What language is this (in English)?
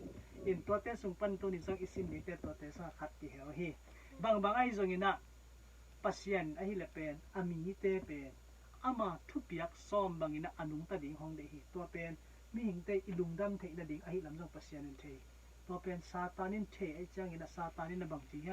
Tedim Chin